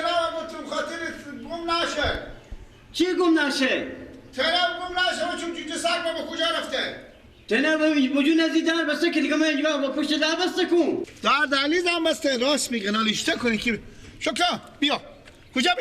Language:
Persian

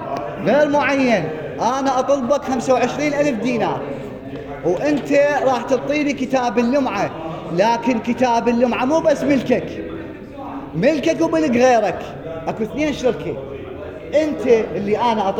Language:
Mesopotamian Arabic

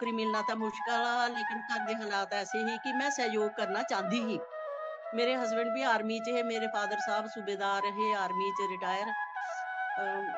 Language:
Dogri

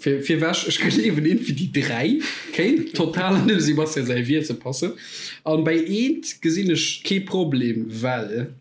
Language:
Luxembourgish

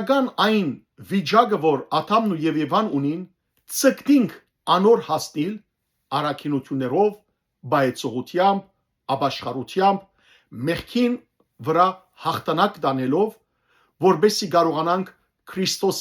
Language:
Western Armenian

